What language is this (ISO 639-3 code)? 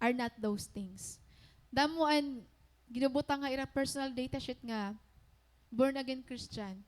war